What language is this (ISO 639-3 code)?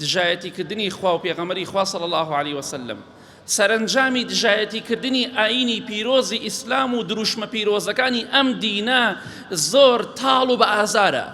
ckb